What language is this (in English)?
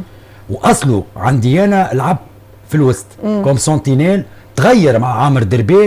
Tunisian Arabic